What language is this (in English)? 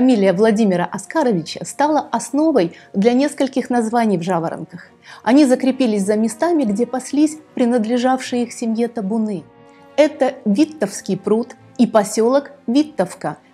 Russian